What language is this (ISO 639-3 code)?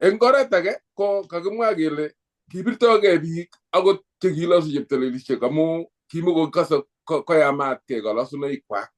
kln